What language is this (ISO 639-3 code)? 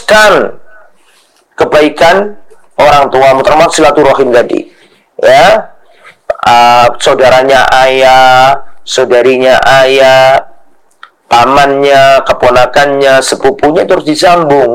ind